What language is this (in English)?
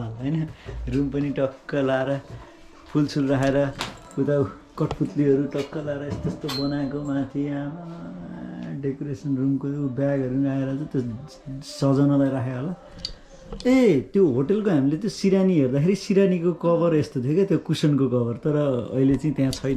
Nepali